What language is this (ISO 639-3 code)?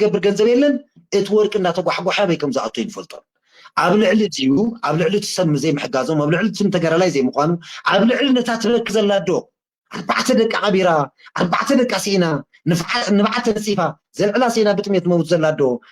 tir